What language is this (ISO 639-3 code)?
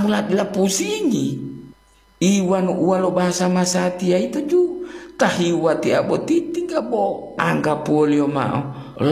gor